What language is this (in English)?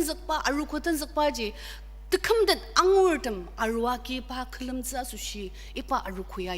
Ao Naga